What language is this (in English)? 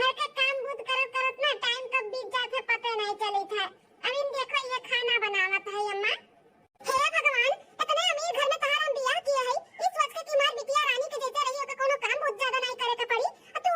Awadhi